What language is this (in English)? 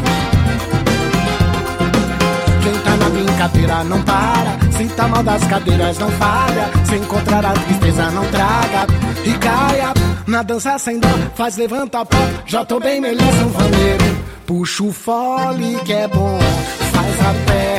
Portuguese